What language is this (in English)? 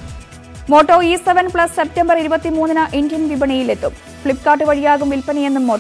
Malayalam